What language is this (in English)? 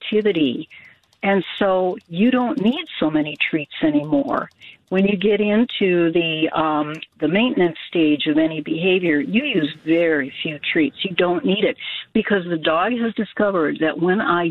English